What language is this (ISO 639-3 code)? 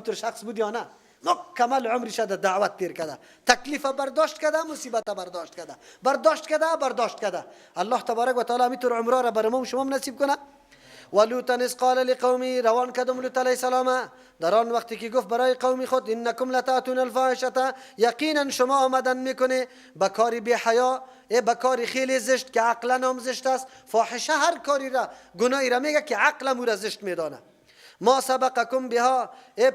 fas